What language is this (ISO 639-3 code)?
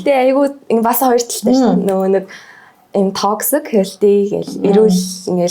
mon